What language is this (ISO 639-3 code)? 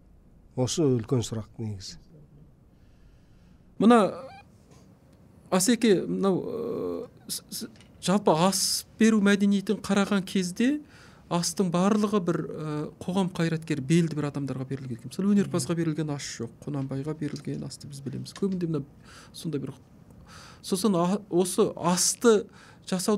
kaz